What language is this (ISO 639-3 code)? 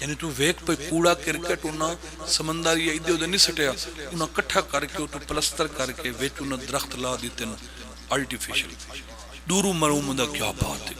phr